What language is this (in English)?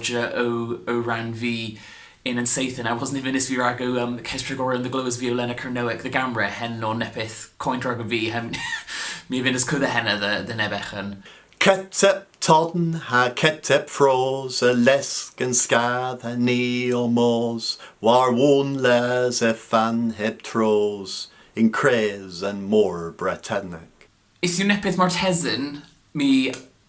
Cornish